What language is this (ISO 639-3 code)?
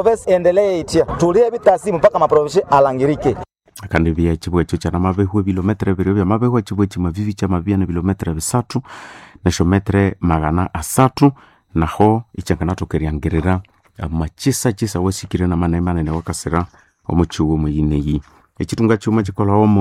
nnb